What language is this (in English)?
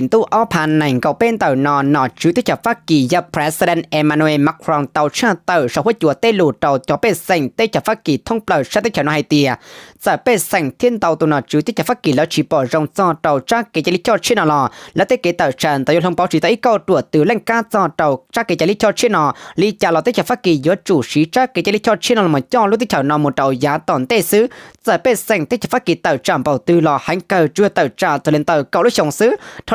Hmong